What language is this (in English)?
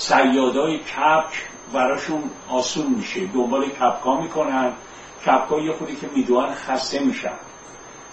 Persian